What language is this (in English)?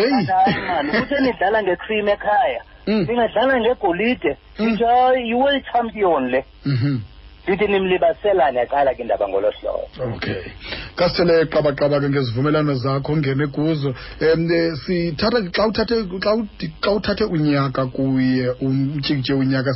Xhosa